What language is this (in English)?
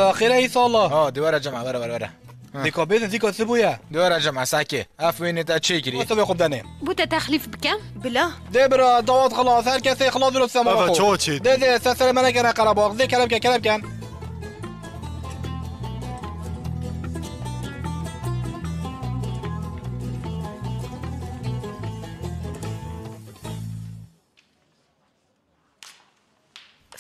Kurdish